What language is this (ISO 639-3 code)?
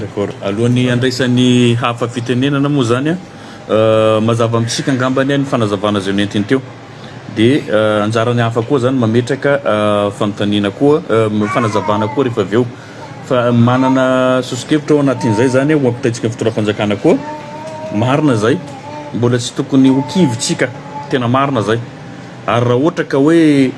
mlg